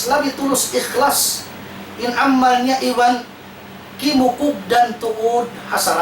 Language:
Tausug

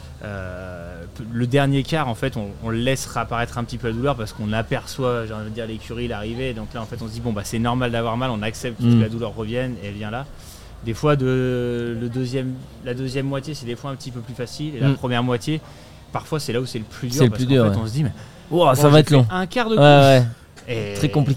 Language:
French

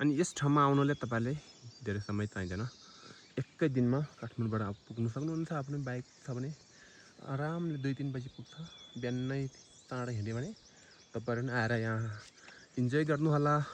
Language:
Nepali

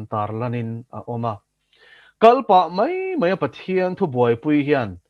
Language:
Mizo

